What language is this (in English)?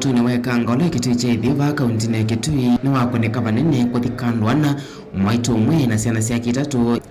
Kamba